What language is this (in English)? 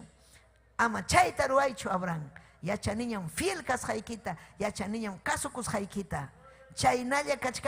Ayacucho Quechua